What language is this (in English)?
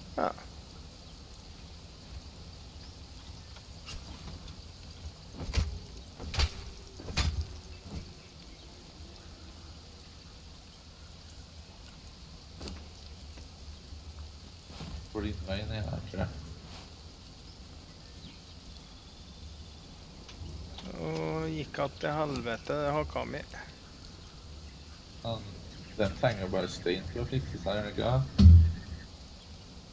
Norwegian